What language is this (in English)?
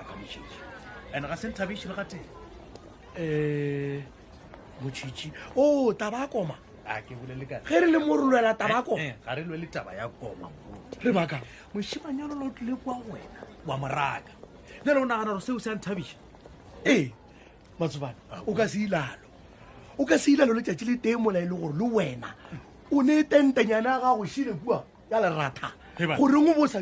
Northern Sotho